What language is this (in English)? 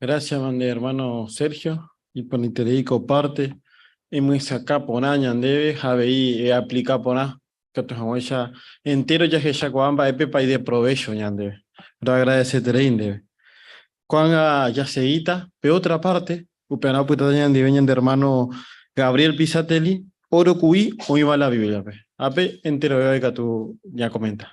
Guarani